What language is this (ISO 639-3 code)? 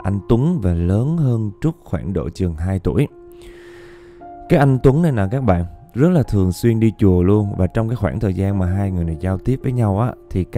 vie